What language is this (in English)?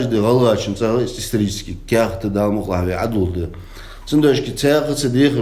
Ingush